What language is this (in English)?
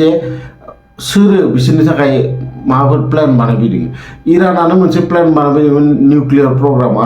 Bodo